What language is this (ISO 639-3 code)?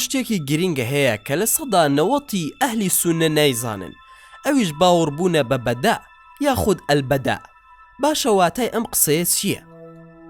ckb